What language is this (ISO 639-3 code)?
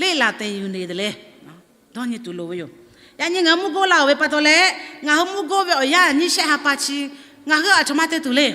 lhu